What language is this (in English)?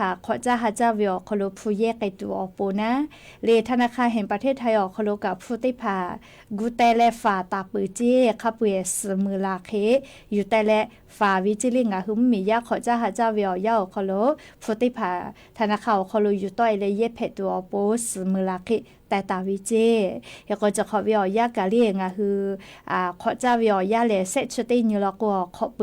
Lahu